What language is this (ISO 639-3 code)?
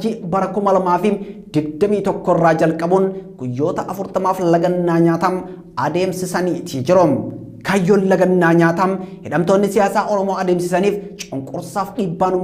orm